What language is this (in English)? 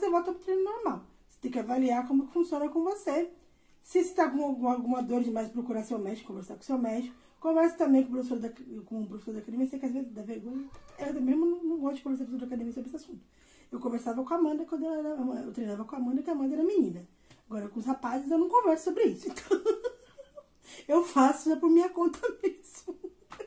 Portuguese